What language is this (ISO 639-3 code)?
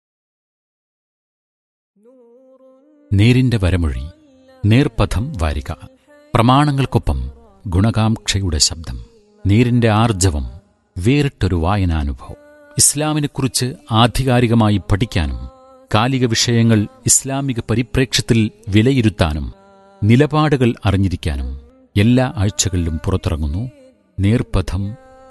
mal